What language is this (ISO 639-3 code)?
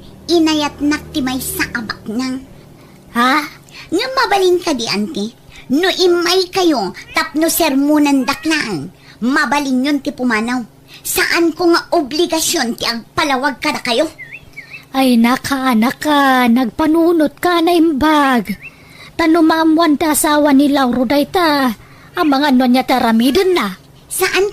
ilo